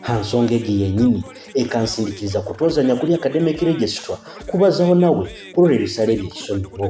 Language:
Nyoro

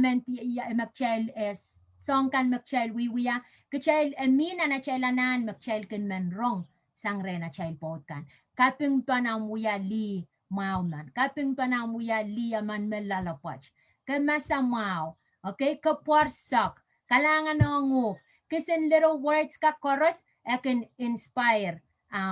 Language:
Pohnpeian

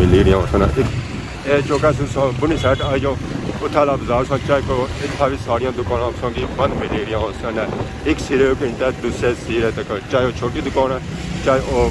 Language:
Pahari-Potwari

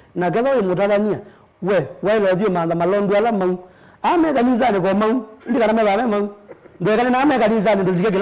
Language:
Kamba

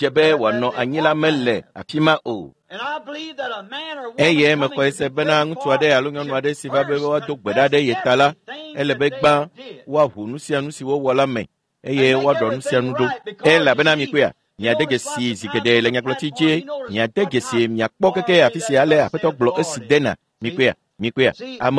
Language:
Ewe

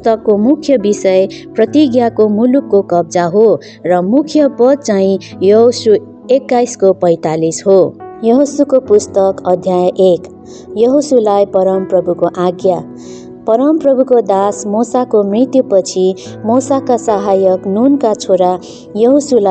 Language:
Nepali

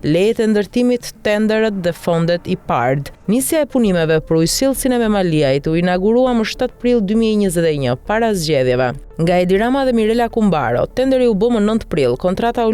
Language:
Albanian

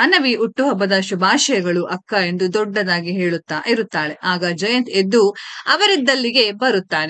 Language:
Kannada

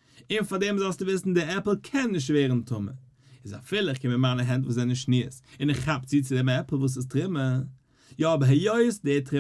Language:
Yiddish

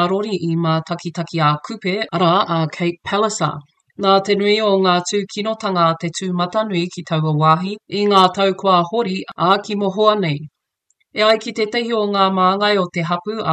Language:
Māori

